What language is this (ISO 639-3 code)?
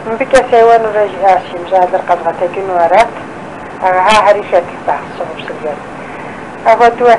kbd